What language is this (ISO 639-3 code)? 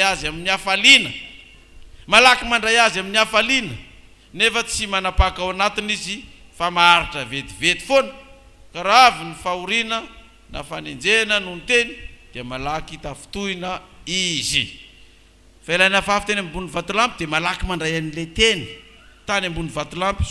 mlg